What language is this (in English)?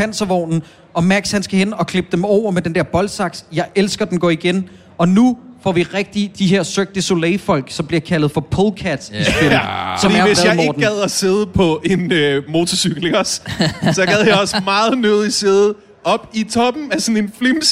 Danish